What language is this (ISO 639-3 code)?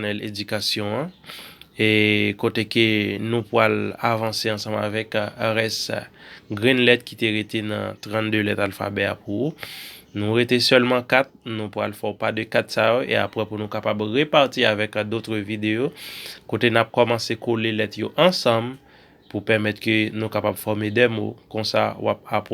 hat